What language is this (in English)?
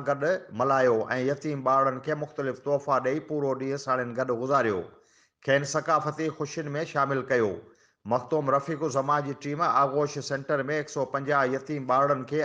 Sindhi